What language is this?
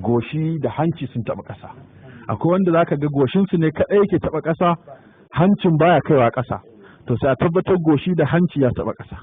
Hausa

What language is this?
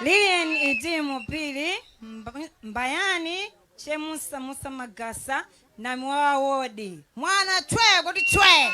Nyanja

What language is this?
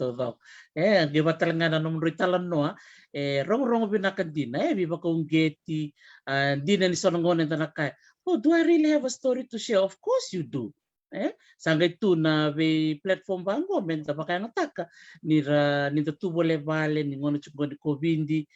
Fijian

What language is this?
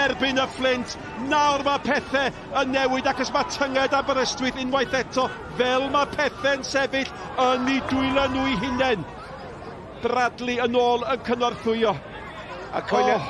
Welsh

